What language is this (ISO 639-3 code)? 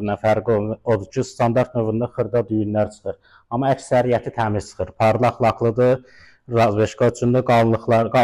aze